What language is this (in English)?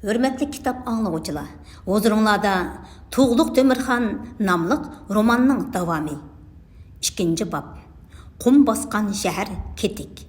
Uyghur